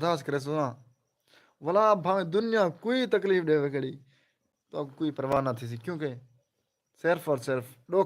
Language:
Saraiki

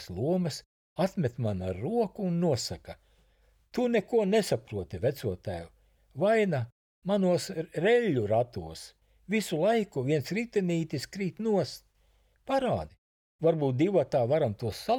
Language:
Latvian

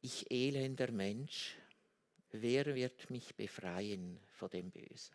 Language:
Swiss German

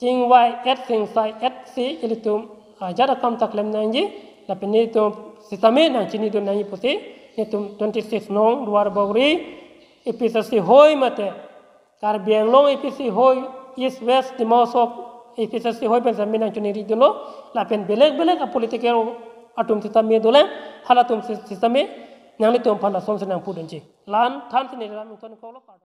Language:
Karbi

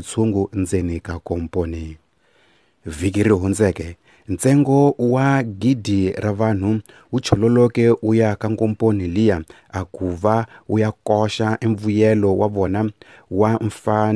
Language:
Tsonga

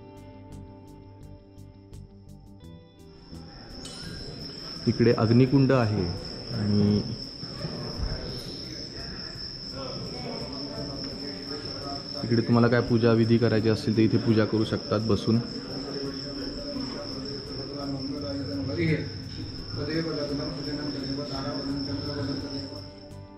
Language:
Marathi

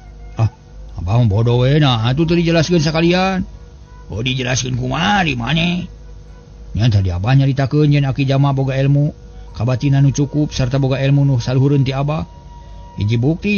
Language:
Sundanese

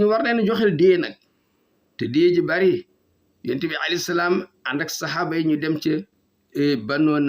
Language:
Wolof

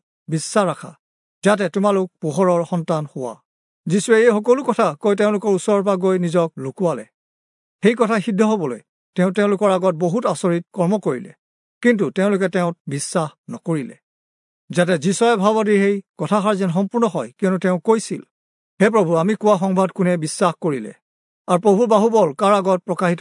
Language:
Assamese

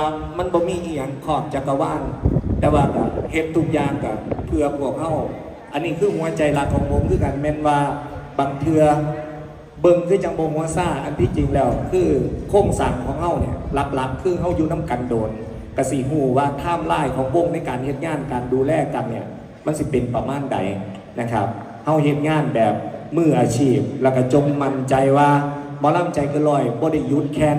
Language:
Northeastern Thai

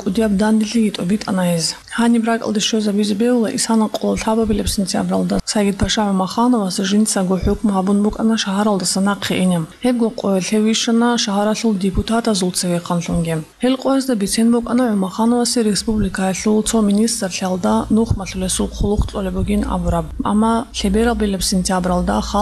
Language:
Avaric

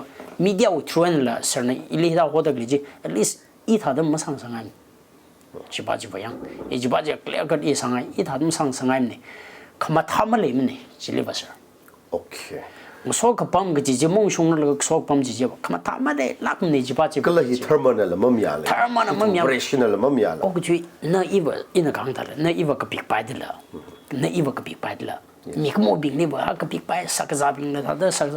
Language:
Tangkhul Naga (India)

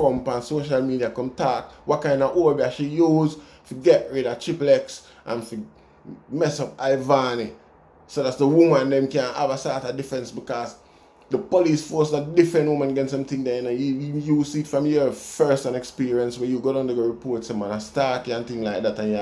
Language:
Jamaican Creole English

